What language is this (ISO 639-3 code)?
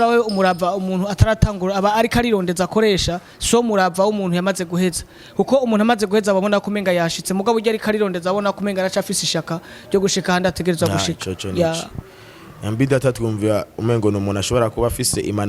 run